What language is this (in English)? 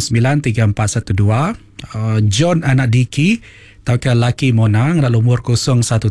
Iban